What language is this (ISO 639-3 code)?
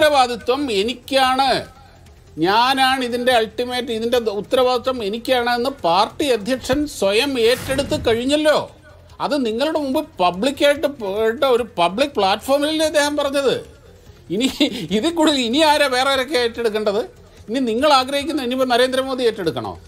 mal